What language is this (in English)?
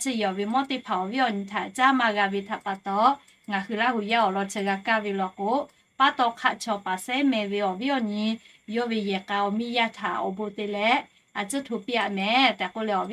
Lahu